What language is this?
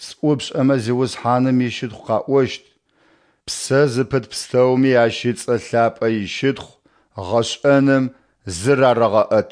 Adyghe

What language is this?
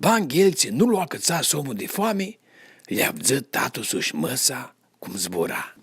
Aromanian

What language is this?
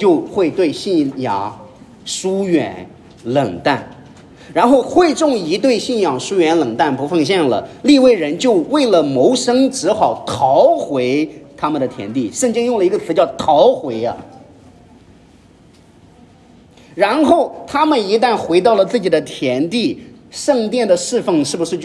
Chinese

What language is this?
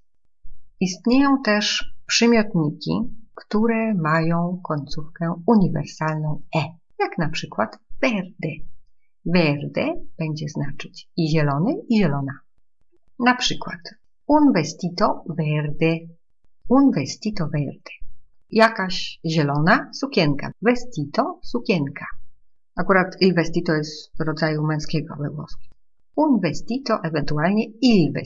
Polish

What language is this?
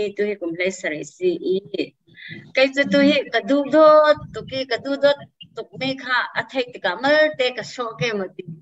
Falam Chin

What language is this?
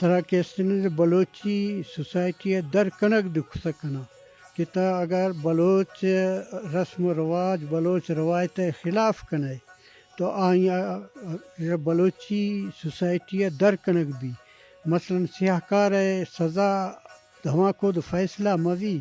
Eastern Balochi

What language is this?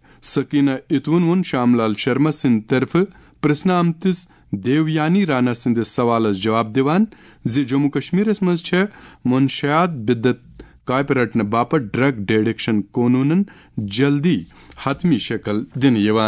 Kashmiri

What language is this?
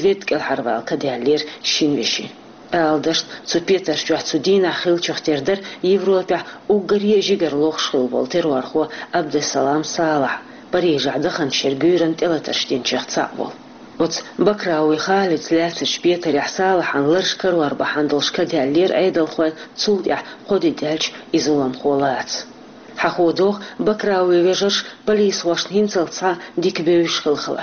Chechen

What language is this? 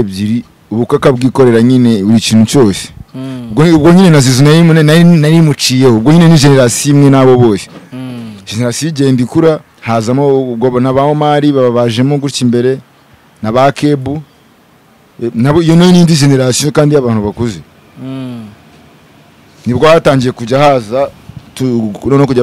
Kinyarwanda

